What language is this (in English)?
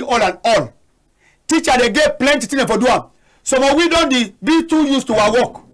Cameroon Pidgin